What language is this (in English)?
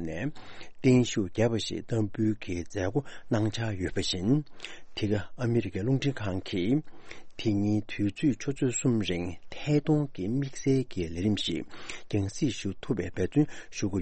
Tibetan